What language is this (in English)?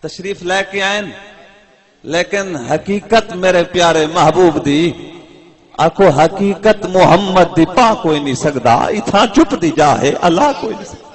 Saraiki